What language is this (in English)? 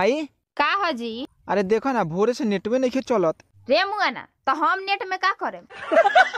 Bhojpuri